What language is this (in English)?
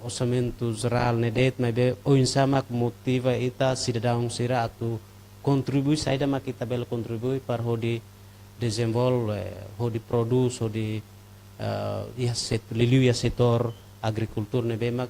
Tetum